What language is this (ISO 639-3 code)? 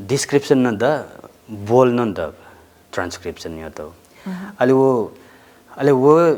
new